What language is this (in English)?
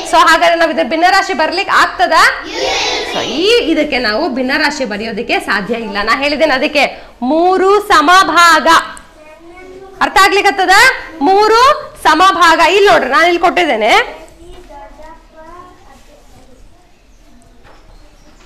Kannada